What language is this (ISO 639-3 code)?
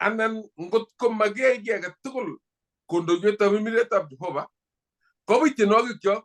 kln